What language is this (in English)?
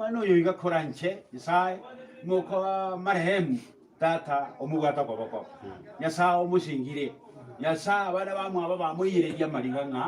Gusii